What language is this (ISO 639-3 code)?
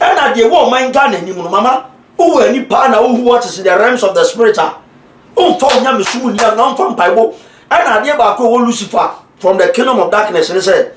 aka